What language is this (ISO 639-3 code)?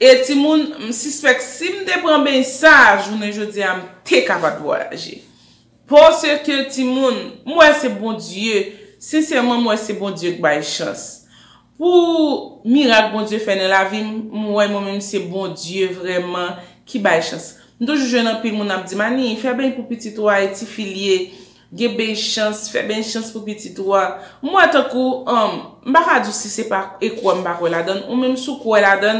hat